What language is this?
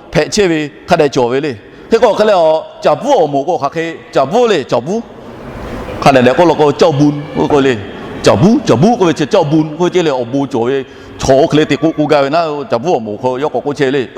Lahu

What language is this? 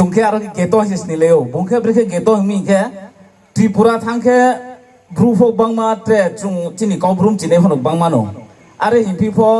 Riang (India)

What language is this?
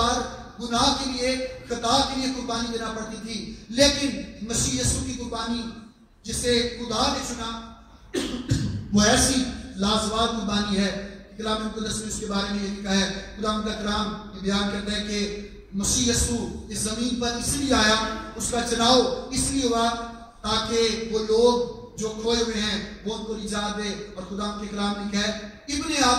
Urdu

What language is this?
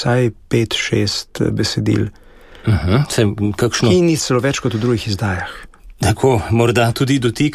Slovenian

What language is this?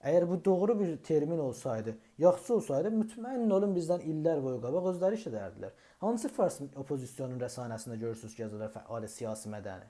South Azerbaijani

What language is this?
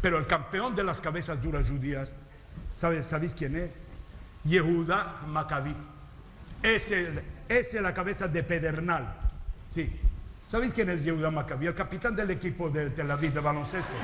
Ladino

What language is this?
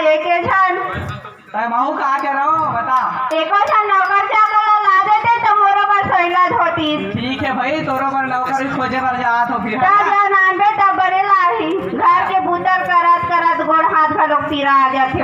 Chhattisgarhi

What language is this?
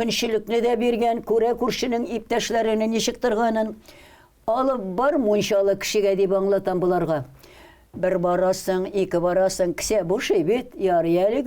Tatar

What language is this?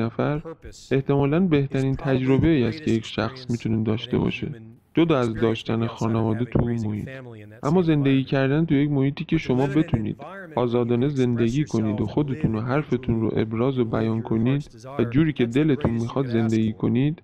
Persian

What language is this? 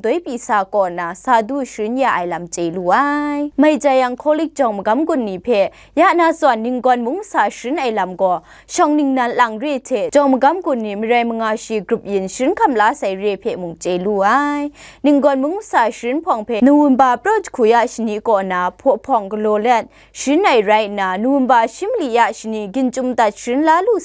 Kachin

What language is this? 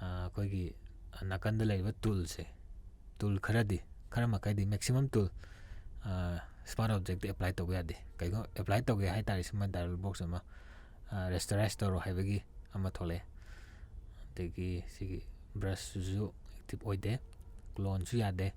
Manipuri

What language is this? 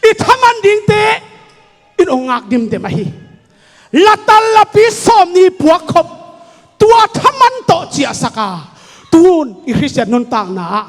Tedim Chin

